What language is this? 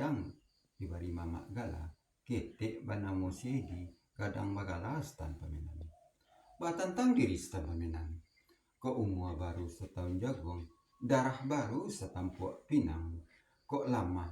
Minangkabau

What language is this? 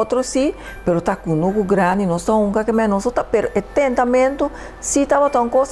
Papiamento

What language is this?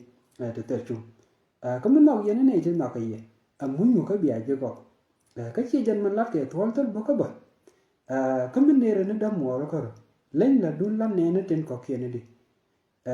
Nuer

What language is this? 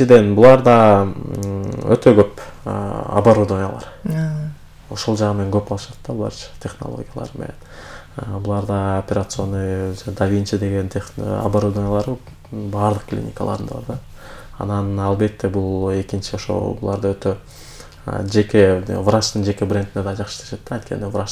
Kyrgyz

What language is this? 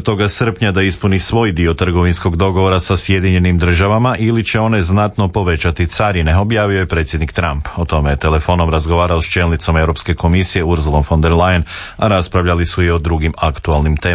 Croatian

